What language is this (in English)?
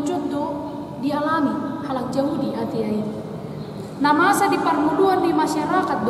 Batak Toba